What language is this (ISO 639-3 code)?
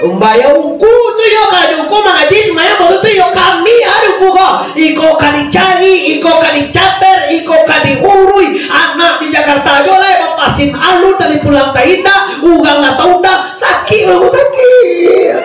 min